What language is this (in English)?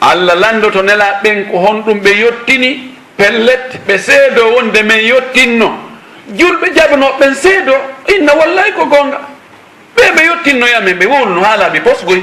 Fula